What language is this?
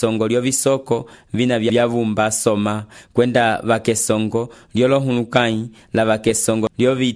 Umbundu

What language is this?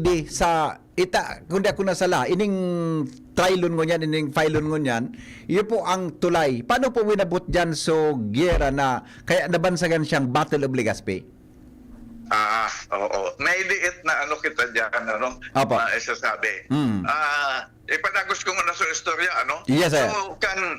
Bikol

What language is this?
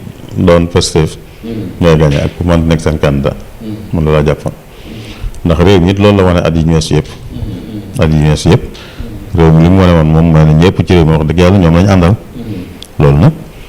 Wolof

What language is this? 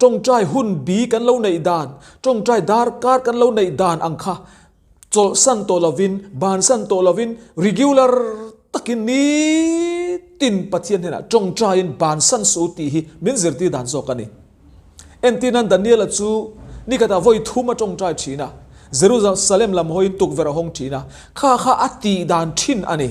Mizo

